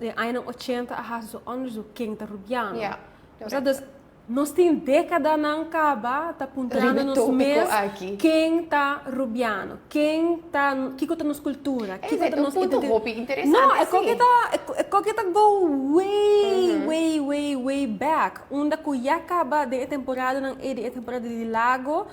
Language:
Papiamento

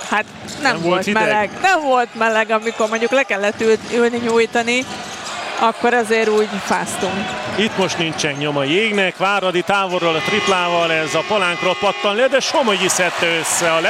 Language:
Hungarian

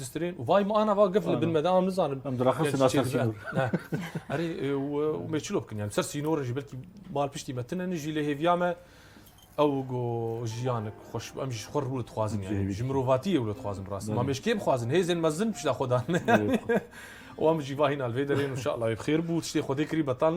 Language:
Kurdish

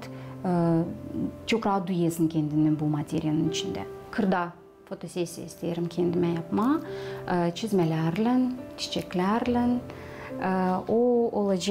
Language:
Gagauz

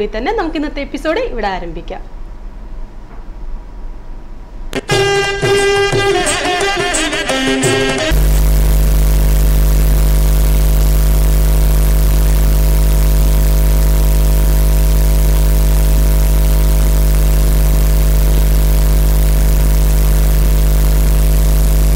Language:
Malayalam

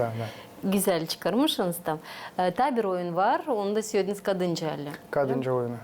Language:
Gagauz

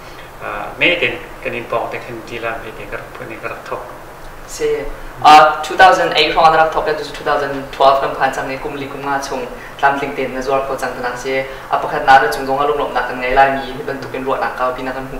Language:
Hakha Chin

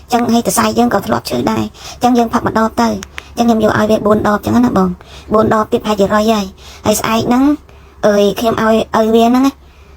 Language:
Khmer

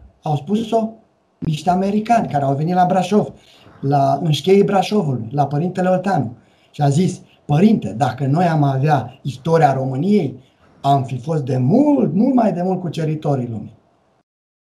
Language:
Romanian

